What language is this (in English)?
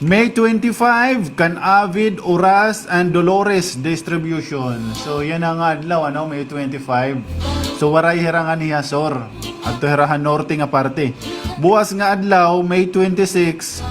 Waray